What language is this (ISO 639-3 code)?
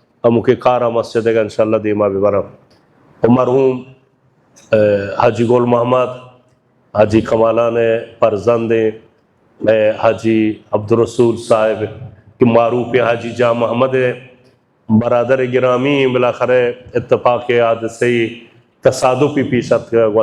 bal